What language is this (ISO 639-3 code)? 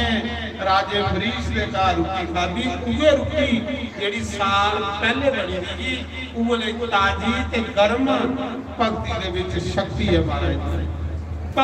doi